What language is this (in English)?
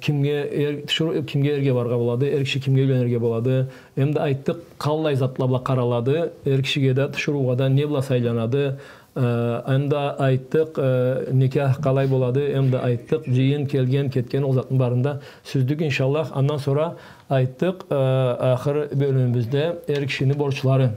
Karachay-Balkar